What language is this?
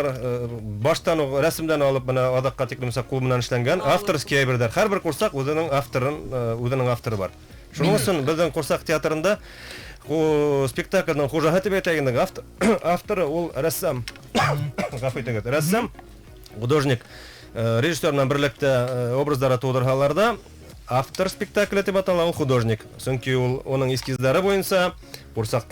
Bashkir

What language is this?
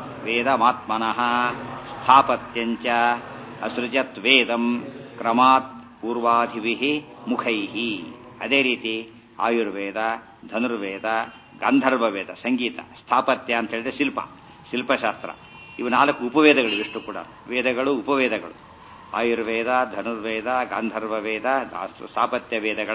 Kannada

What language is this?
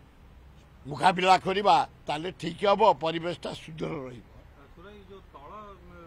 Odia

